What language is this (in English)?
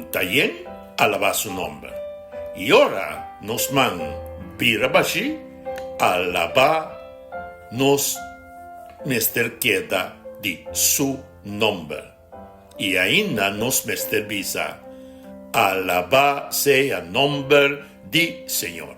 Papiamento